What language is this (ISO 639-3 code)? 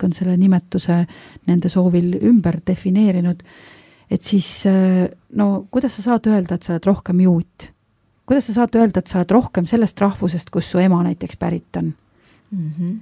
est